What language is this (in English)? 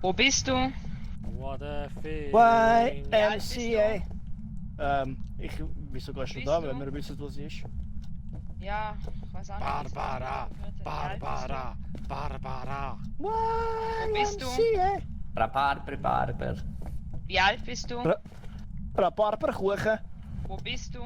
Swiss German